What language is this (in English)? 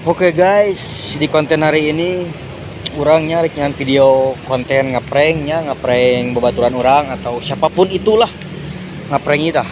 Sundanese